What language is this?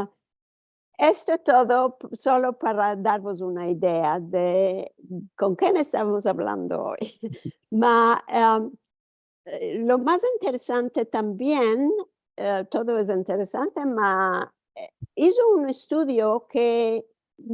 Ladino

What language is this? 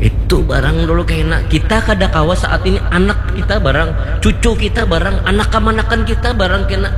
Banjar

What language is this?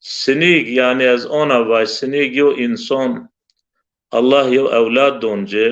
Zaza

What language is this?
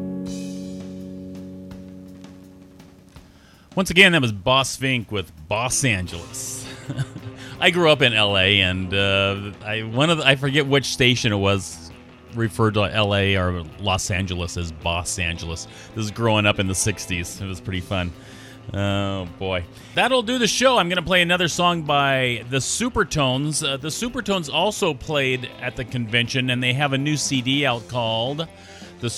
English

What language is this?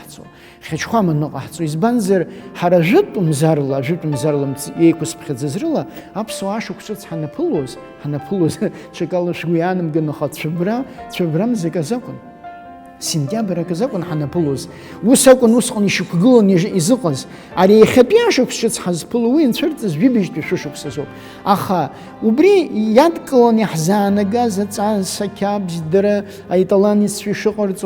Abkhazian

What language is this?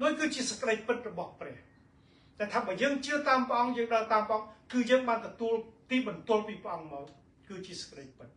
Khmer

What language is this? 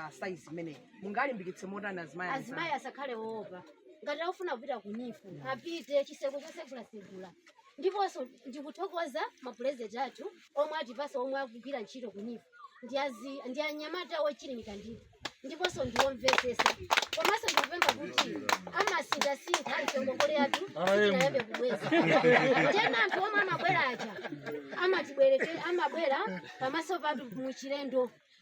Nyanja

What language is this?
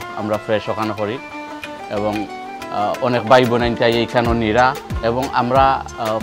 Sylheti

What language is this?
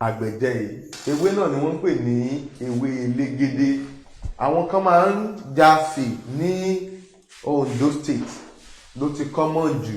Yoruba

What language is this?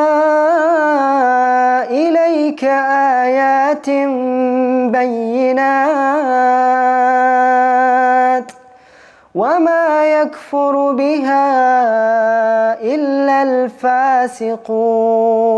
Arabic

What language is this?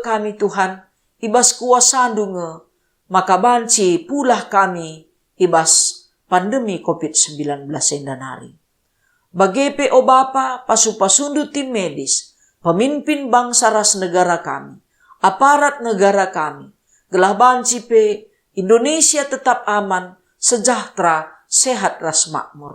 Batak Karo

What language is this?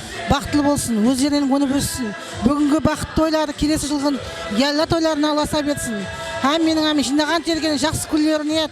Kara-Kalpak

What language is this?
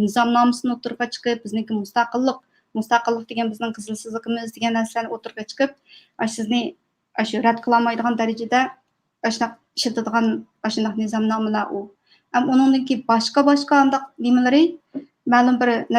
Uyghur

